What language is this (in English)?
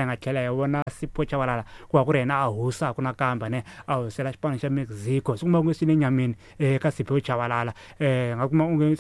Tsonga